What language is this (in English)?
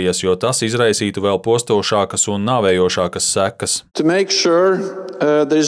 Latvian